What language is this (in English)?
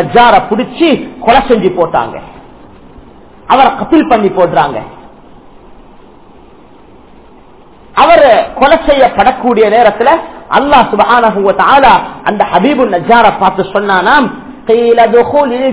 Tamil